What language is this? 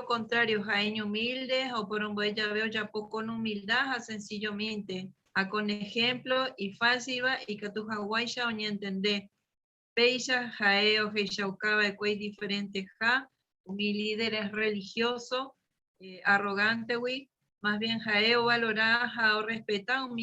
Guarani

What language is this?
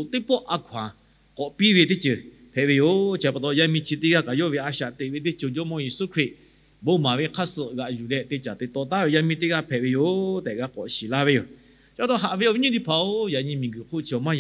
Lahu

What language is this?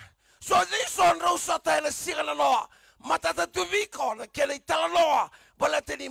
Fijian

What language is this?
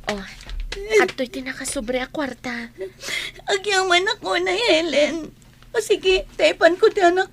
Iloko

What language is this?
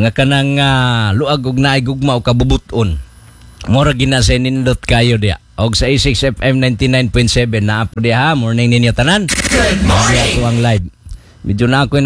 Cebuano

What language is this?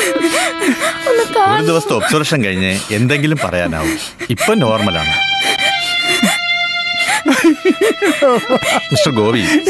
Malayalam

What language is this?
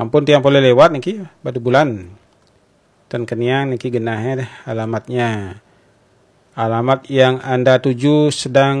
Balinese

